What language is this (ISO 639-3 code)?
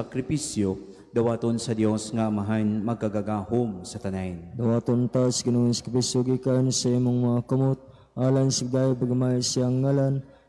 ceb